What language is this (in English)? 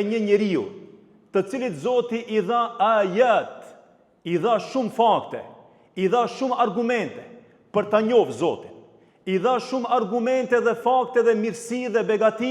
Albanian